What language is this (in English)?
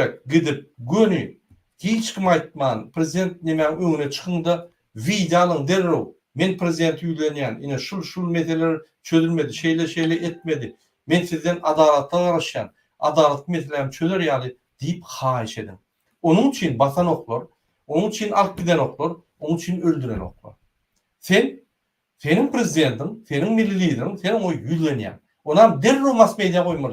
Turkmen